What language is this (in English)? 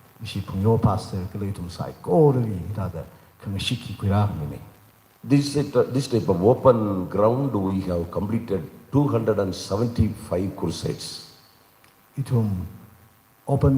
Tangkhul Naga (India)